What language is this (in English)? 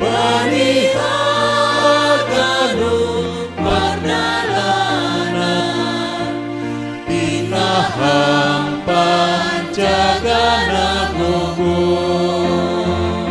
Batak Simalungun